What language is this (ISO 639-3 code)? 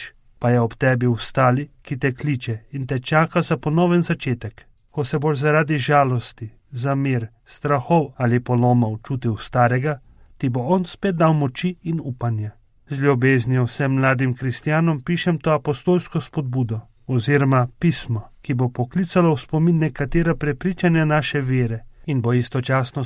slv